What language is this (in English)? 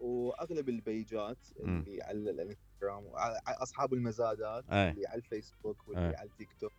Mesopotamian Arabic